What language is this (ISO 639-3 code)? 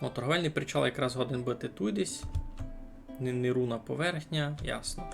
rue